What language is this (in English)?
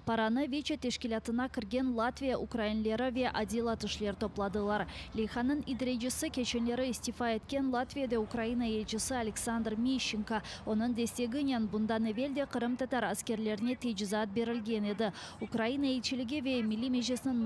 Crimean Tatar